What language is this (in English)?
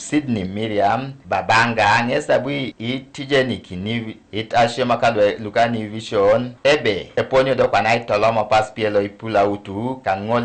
Teso